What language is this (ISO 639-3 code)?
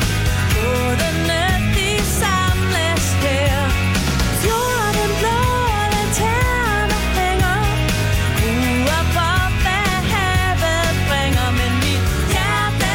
dan